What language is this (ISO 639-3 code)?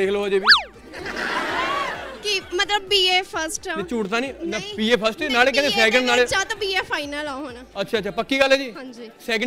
pan